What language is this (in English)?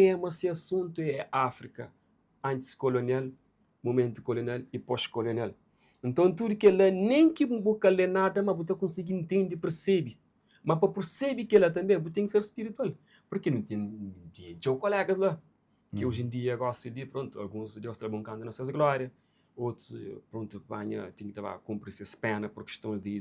Kabuverdianu